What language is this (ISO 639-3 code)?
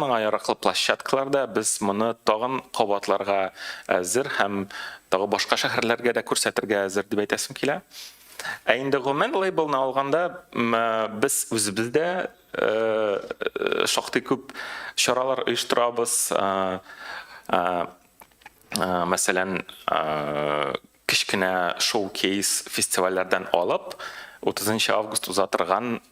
tat